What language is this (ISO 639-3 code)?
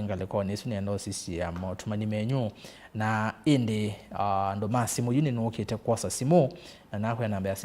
kam